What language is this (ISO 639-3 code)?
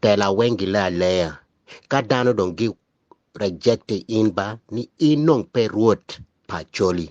ach